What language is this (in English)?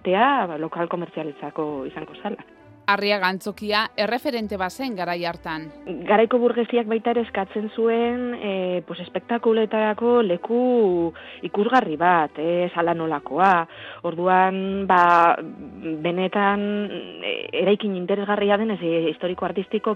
Basque